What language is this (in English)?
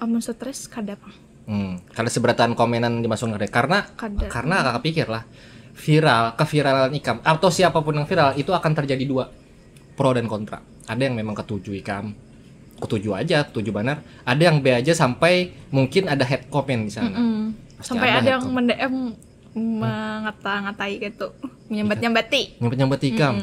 Banjar